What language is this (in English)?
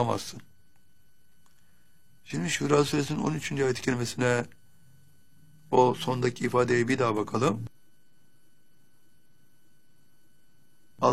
Turkish